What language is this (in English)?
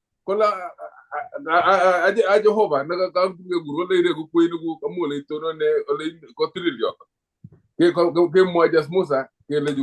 Kalenjin